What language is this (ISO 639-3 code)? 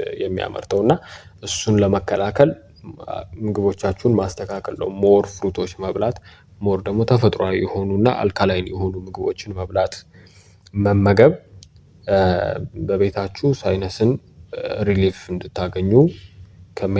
amh